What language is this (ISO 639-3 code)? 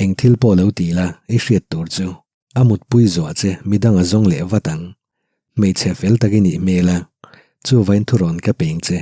lus